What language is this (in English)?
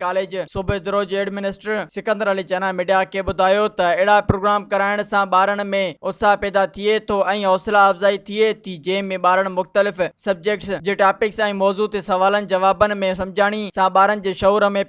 Sindhi